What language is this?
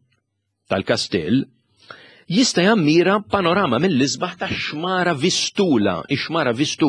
Maltese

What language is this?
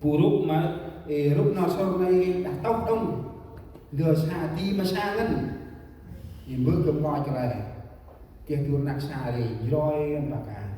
Central Mnong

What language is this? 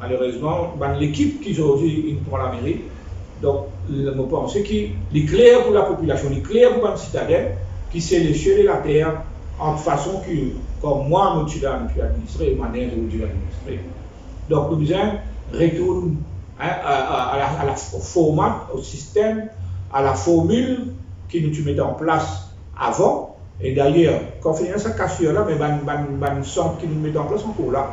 Morisyen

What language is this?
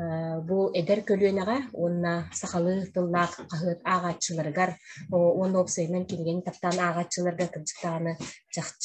Yakut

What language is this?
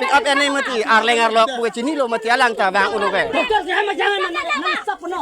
Karbi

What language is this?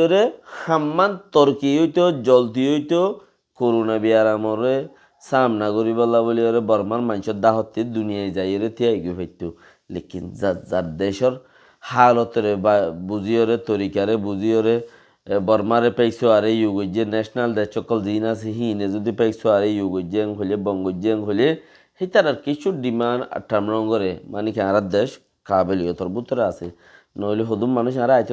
Rohingya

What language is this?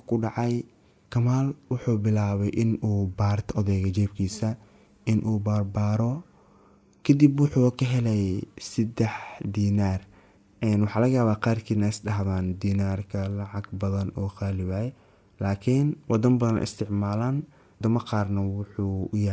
Somali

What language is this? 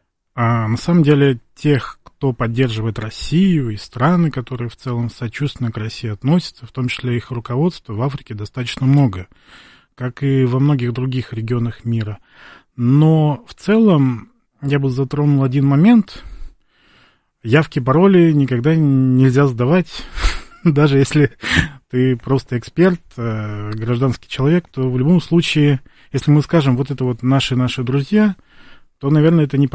Russian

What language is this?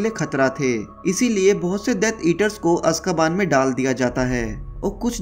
Hindi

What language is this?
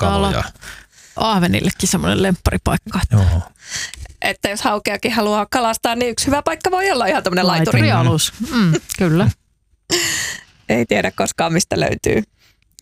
Finnish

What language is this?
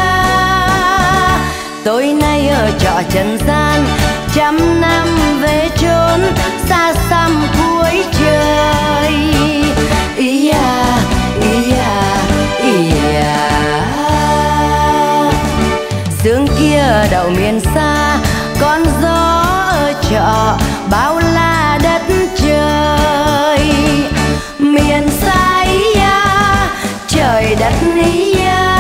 Vietnamese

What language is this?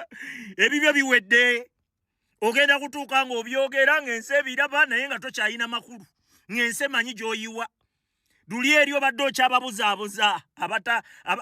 Ganda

